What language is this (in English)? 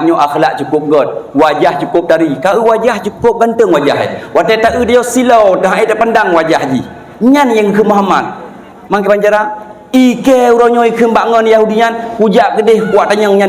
Achinese